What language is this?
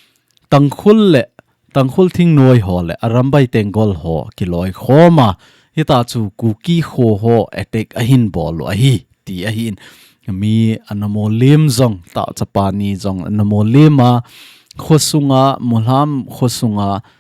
Thado Chin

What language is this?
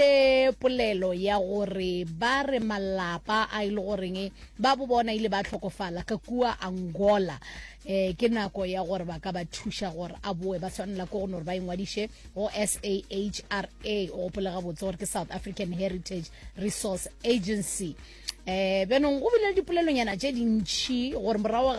Northern Sotho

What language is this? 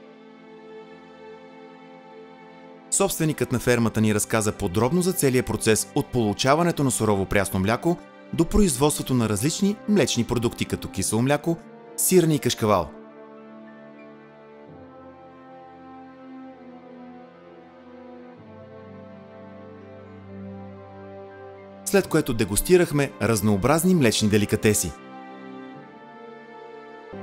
Bulgarian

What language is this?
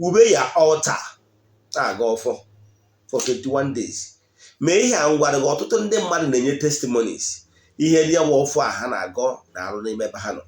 Igbo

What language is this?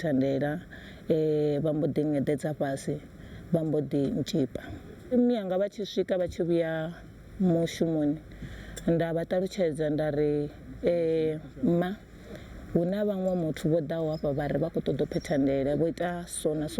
Venda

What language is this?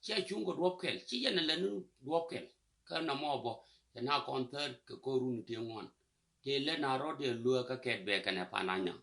Nuer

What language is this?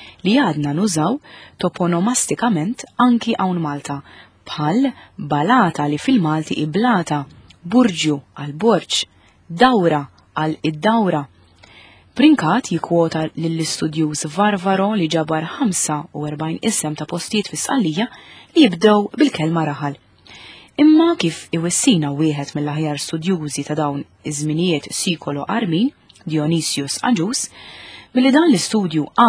Maltese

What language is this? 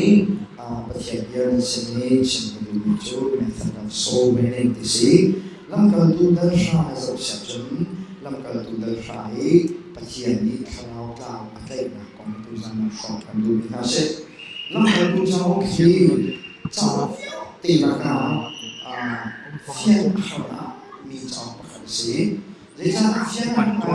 Hakha Chin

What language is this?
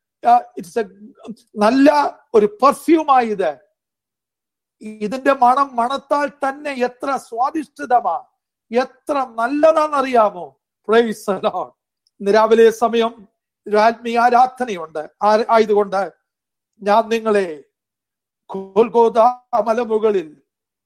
Malayalam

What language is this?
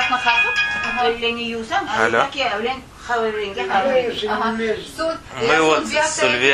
Crimean Tatar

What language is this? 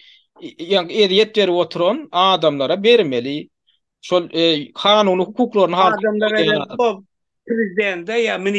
Turkmen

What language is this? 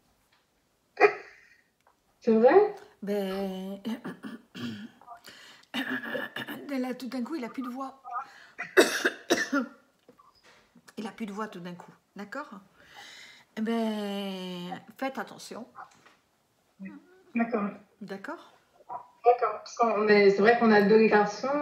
French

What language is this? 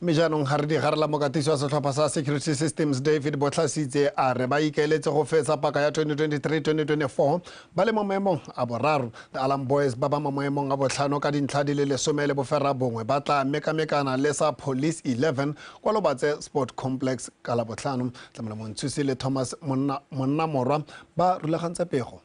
Tswana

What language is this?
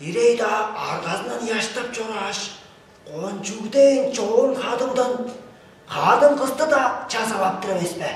Tuvinian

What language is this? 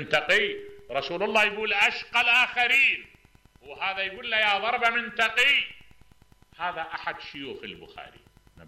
Mesopotamian Arabic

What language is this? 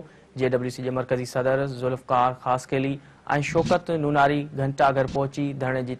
Sindhi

